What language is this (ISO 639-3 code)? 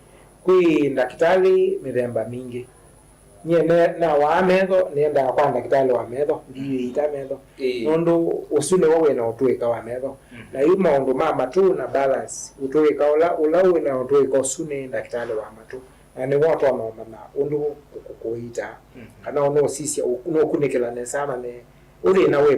kam